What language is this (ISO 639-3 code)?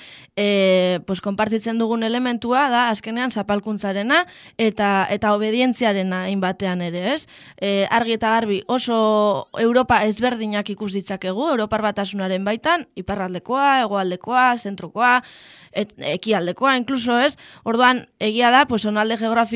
eus